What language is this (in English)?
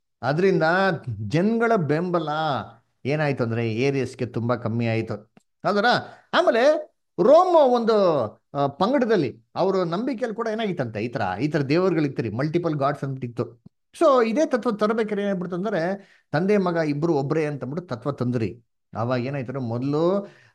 Kannada